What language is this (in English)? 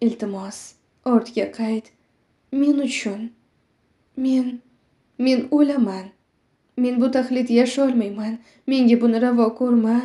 Uzbek